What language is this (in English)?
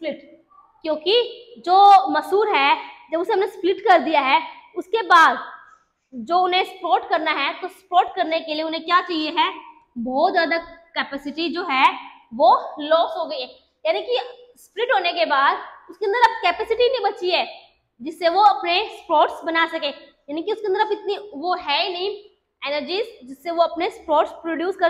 Hindi